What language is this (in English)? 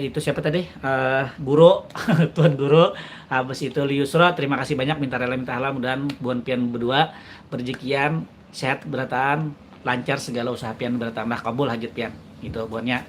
Banjar